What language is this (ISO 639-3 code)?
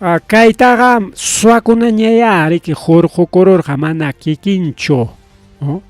quy